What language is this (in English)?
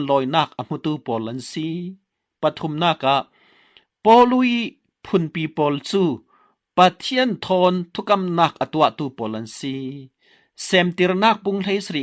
Falam Chin